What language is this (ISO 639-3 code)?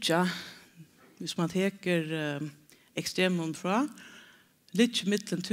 fao